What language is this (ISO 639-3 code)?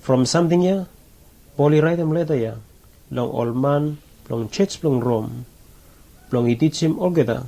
bis